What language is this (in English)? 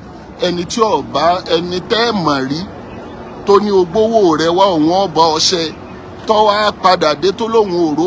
Yoruba